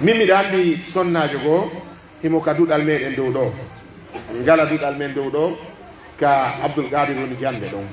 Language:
Pular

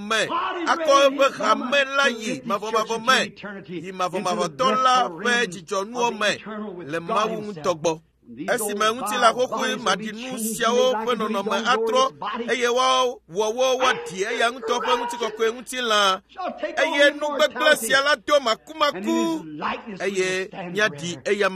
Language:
Ewe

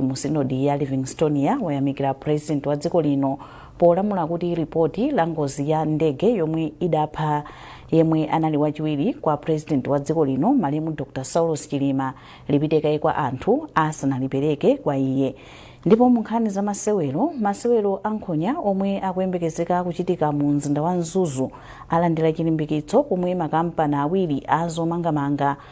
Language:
Nyanja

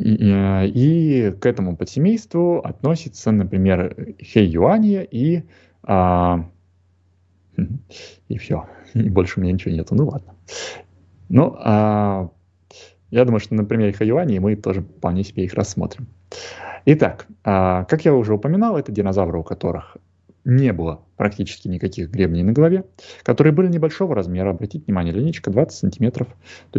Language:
Russian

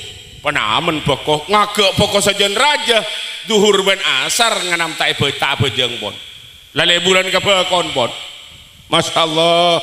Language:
Madurese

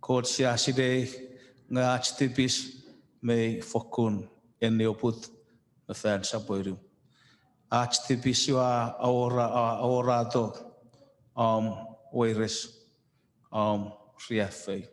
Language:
Chuukese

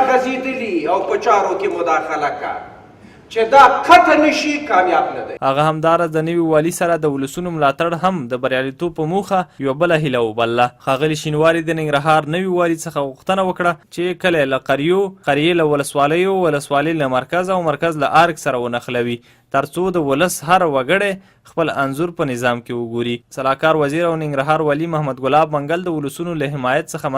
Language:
Pashto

